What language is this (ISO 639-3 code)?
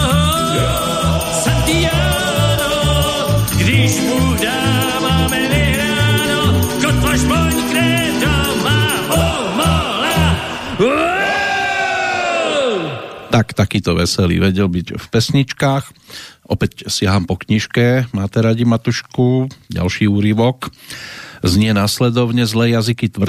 slk